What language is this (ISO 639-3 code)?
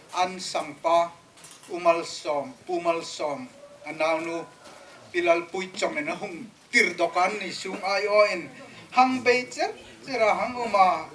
hmr